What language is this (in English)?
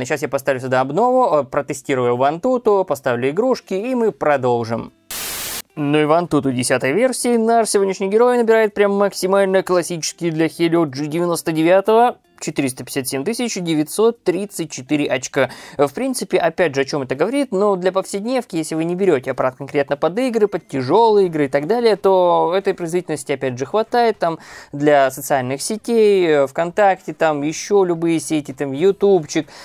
Russian